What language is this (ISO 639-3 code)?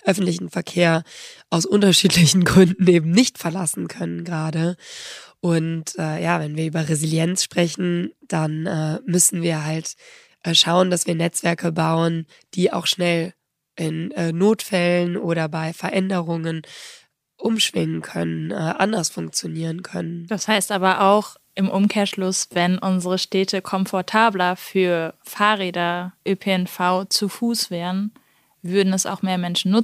deu